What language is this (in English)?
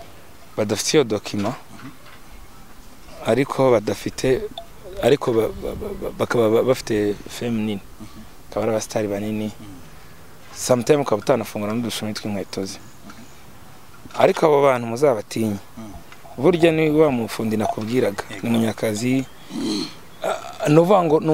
Kinyarwanda